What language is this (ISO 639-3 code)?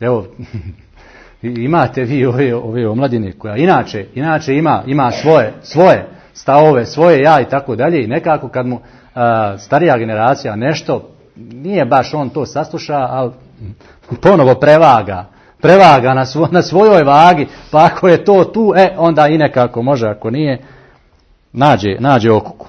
bos